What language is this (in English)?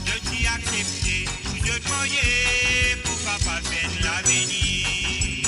Morisyen